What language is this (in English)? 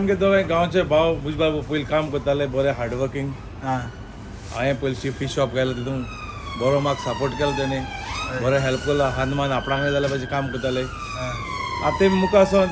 Konkani